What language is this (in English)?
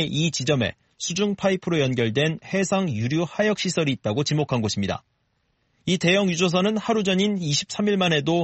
Korean